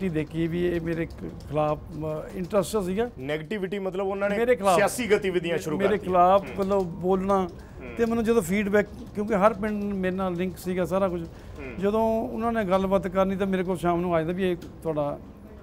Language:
Punjabi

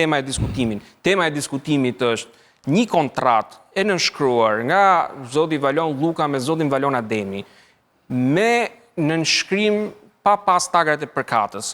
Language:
Albanian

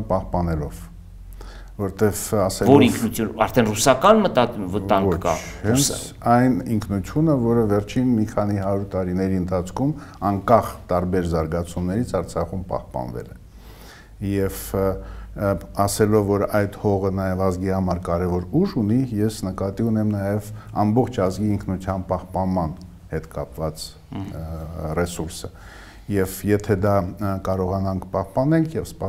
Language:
Armenian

